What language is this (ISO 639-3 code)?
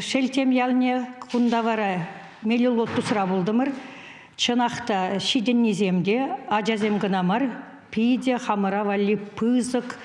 chv